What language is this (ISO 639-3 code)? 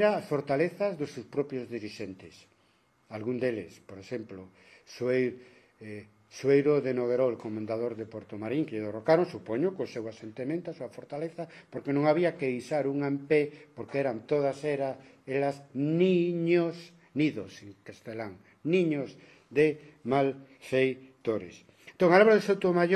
glg